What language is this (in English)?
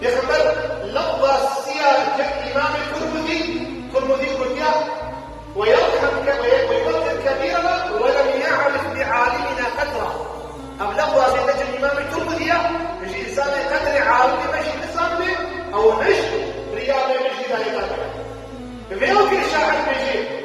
Kurdish